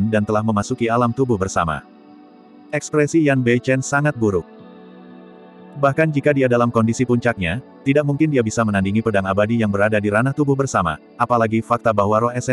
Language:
Indonesian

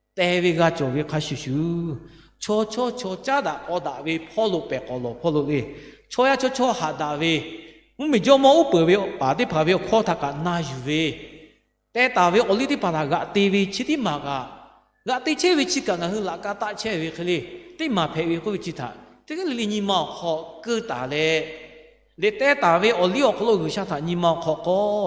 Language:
Lahu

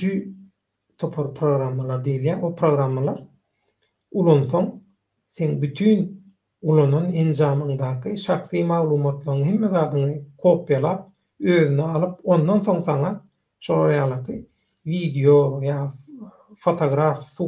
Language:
Turkmen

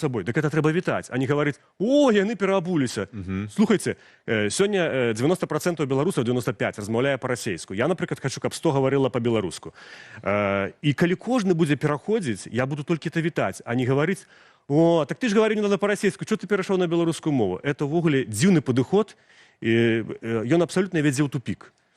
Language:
Belarusian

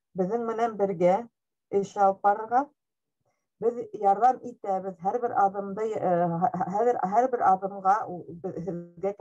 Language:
Bashkir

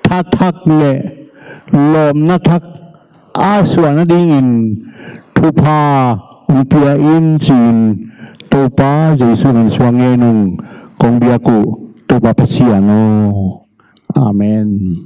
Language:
Tedim Chin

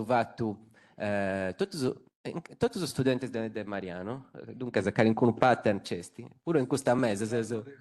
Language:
Sardinian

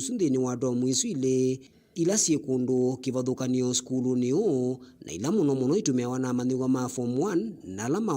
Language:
Kamba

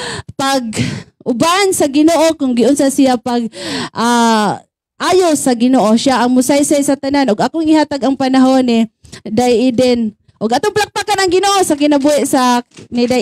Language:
Cebuano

